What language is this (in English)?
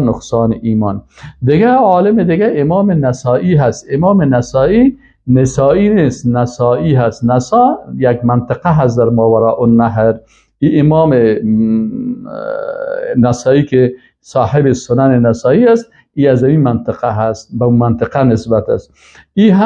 Persian